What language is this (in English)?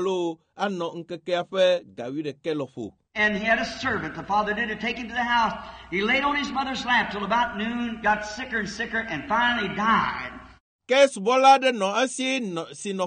Ewe